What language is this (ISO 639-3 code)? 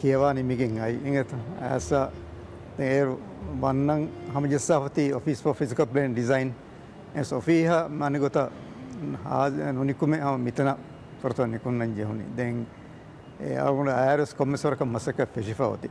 div